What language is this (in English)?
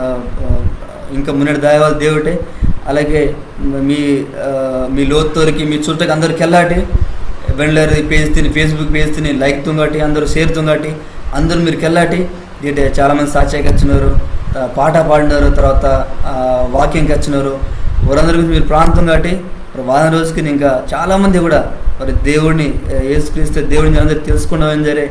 Koya